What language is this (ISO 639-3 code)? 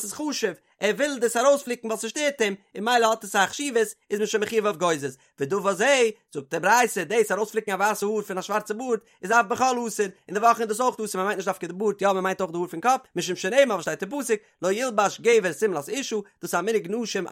yid